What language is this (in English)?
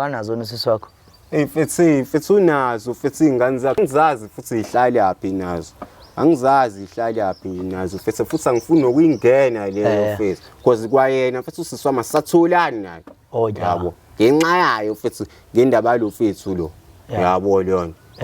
Zulu